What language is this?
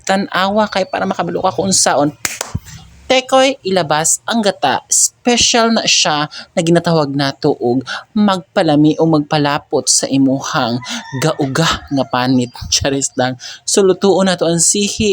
Cebuano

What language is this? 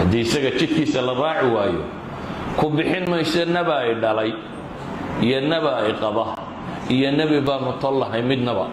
Somali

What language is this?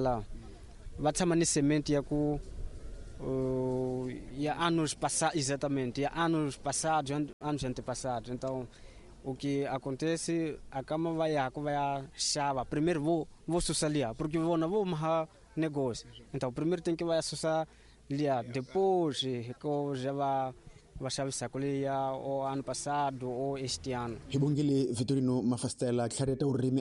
Tsonga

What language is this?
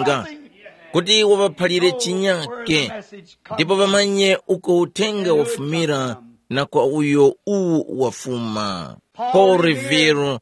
Tumbuka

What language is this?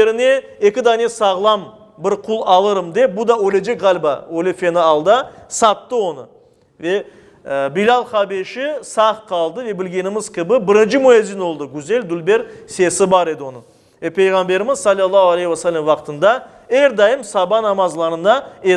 Crimean Tatar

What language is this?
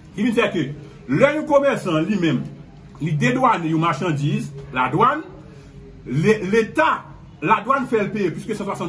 Haitian Creole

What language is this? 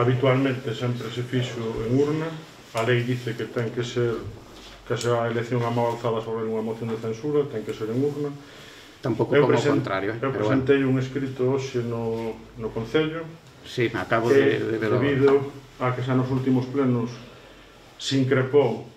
Galician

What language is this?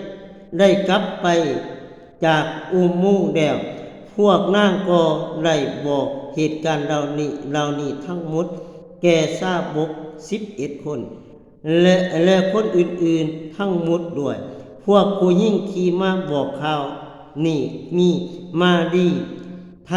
Lao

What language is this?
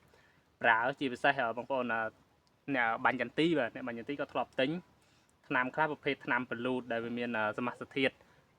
Khmer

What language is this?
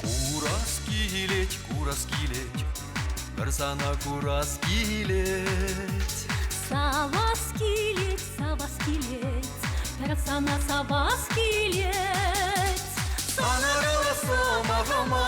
Chuvash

